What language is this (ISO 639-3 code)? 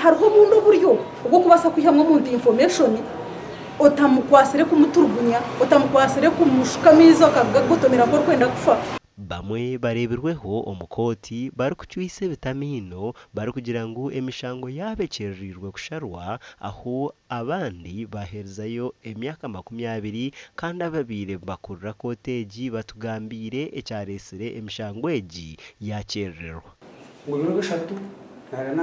nyn